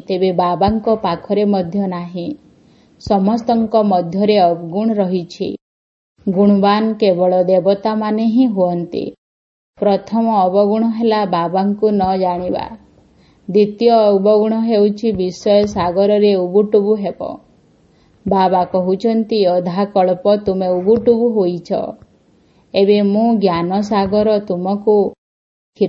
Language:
Odia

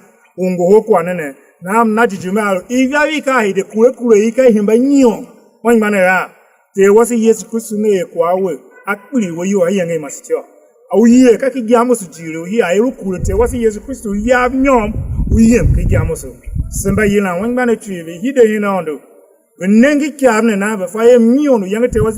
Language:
Tiv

